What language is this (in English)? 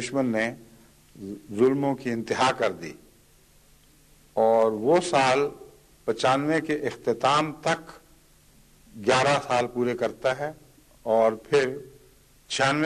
Urdu